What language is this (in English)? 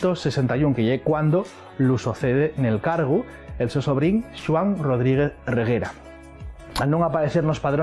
Asturian